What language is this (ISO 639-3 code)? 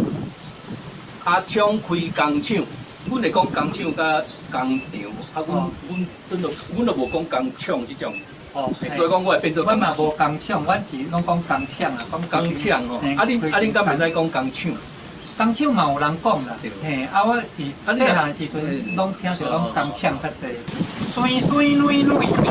nan